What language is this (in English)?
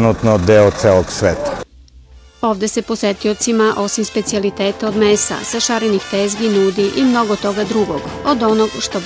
Serbian